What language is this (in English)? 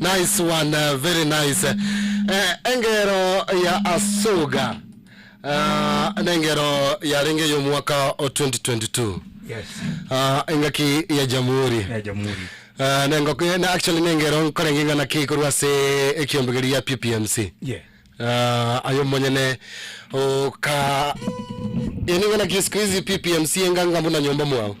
Gusii